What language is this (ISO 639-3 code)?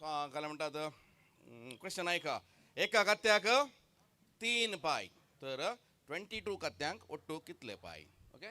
kok